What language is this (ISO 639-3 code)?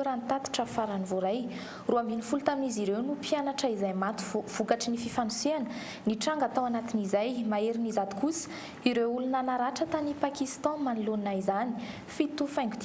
mlg